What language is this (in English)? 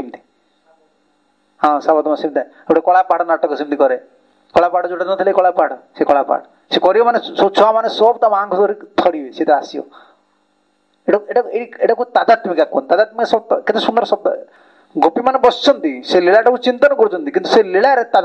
Odia